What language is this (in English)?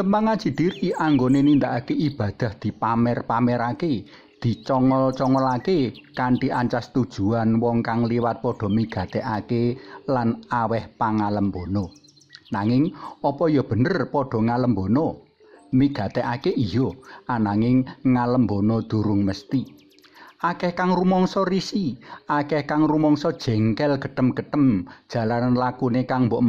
Javanese